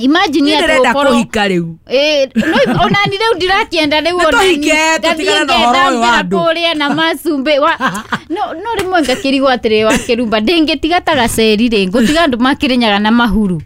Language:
Kikuyu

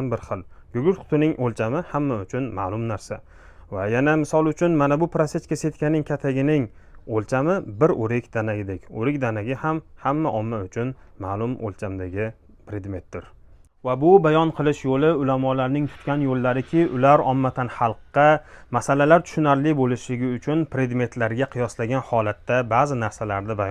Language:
Uzbek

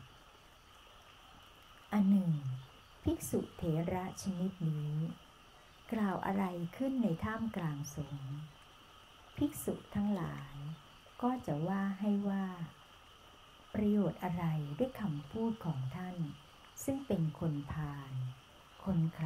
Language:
Thai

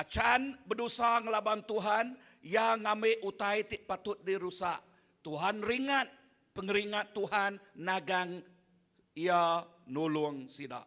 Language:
Iban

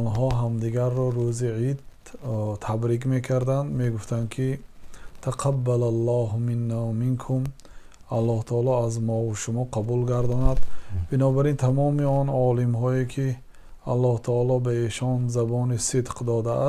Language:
Tajik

